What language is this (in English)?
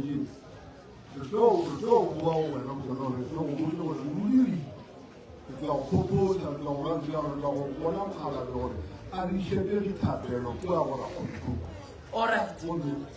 Northern Sotho